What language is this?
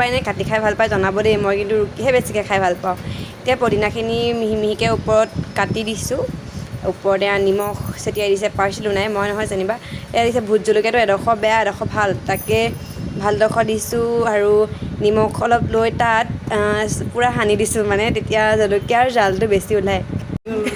Assamese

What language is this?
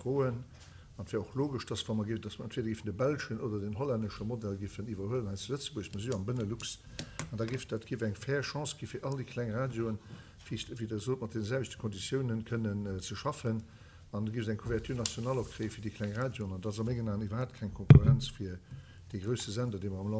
Luxembourgish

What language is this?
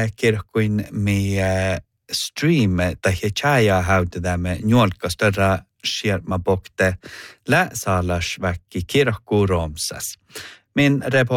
Norwegian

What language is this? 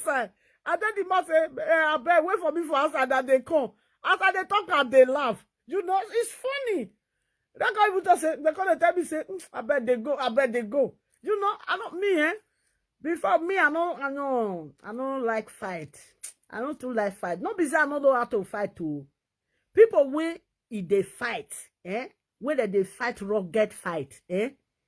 Nigerian Pidgin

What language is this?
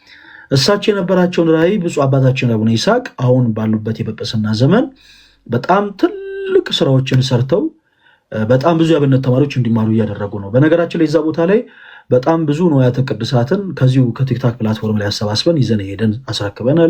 Amharic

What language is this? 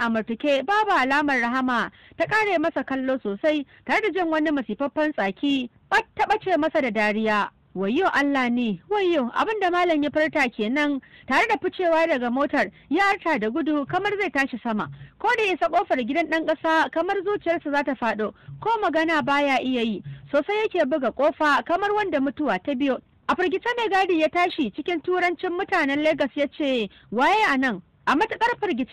Hausa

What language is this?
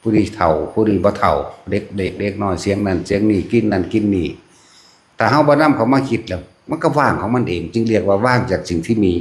Lao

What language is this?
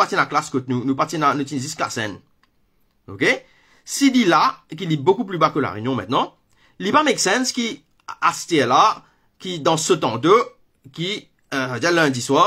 Morisyen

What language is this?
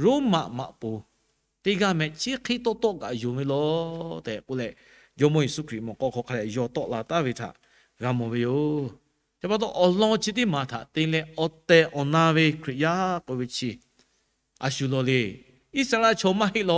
Lahu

